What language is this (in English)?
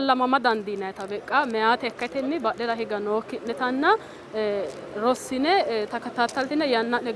Sidamo